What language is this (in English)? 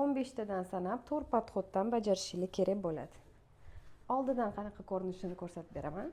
Uzbek